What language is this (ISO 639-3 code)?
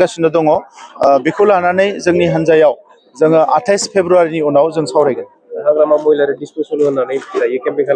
brx